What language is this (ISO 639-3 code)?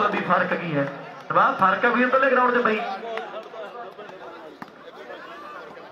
pan